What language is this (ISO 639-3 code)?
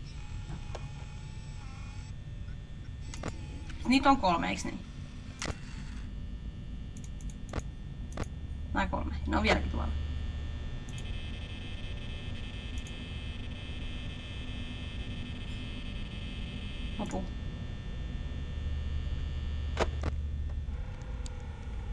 fin